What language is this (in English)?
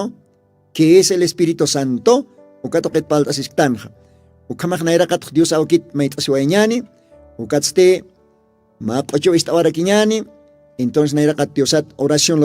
Aymara